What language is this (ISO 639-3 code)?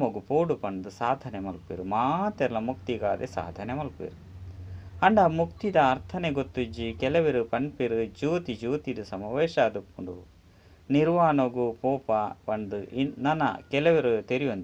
tcy